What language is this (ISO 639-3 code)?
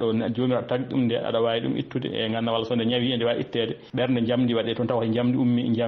ful